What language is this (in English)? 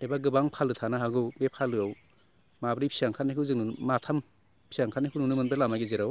Bodo